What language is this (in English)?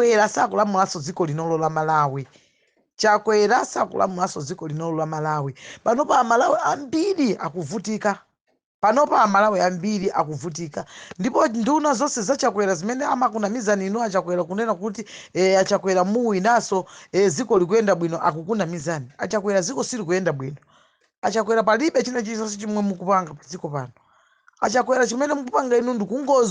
Nyanja